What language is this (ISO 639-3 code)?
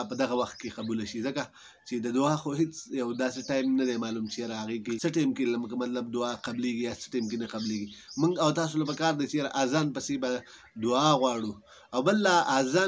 pus